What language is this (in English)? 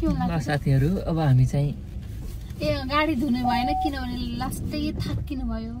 Nepali